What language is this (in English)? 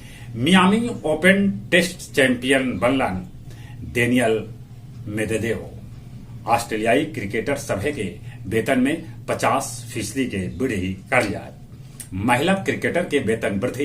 Magahi